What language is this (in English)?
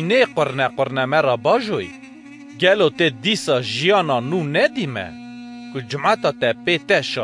Kurdish